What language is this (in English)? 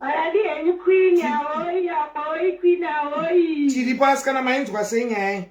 Shona